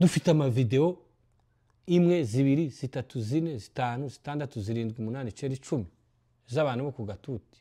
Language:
Kinyarwanda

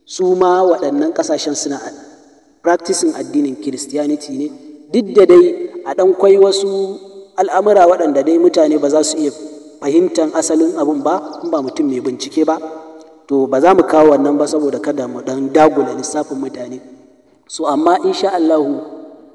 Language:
Hausa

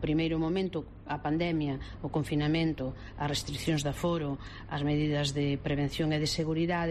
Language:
Galician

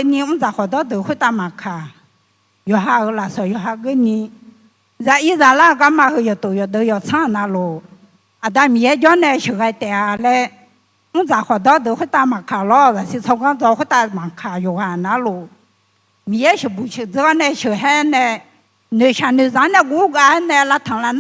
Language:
Akha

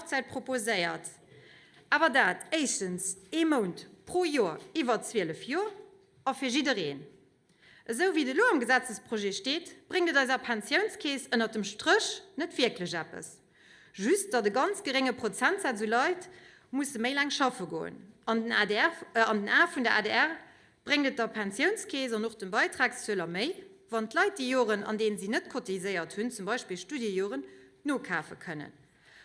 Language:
Luxembourgish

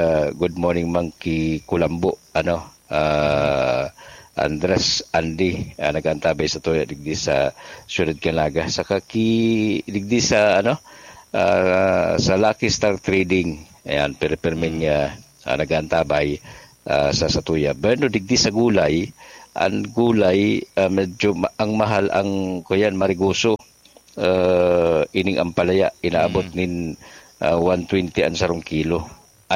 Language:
Bikol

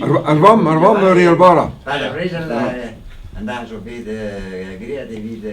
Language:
Breton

